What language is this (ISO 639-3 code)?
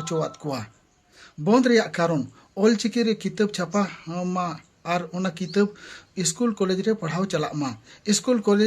sat